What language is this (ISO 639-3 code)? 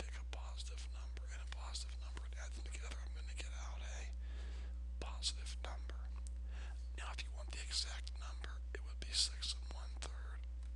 eng